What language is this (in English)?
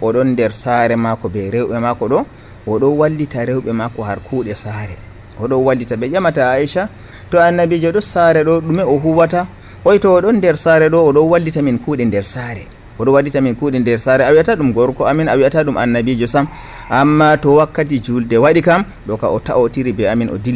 Nigerian Fulfulde